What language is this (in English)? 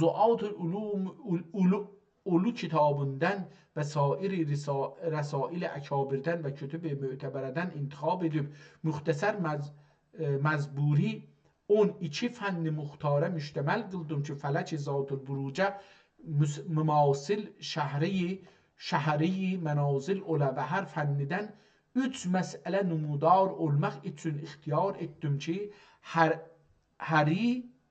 South Azerbaijani